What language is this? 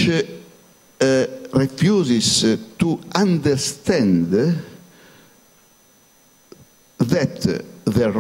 English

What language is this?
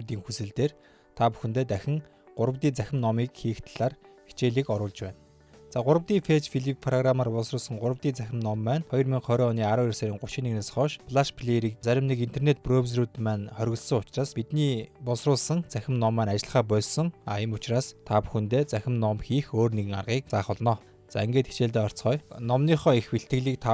Mongolian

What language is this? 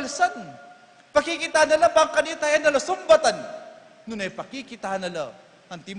Pampanga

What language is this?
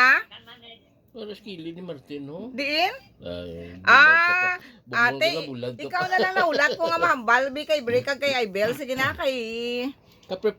Hiligaynon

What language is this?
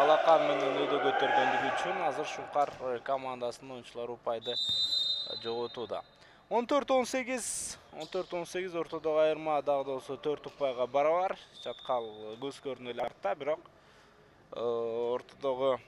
Kyrgyz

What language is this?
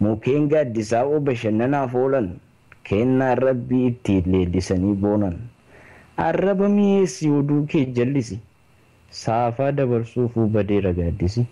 Oromo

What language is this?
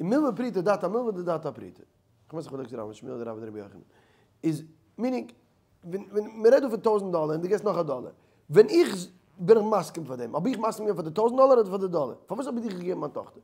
Yiddish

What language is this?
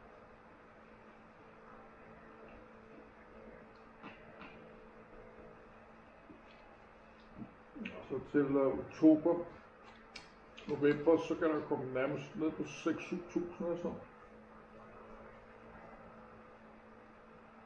Danish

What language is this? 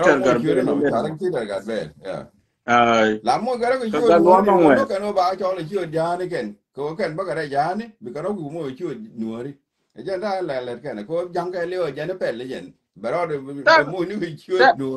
Nuer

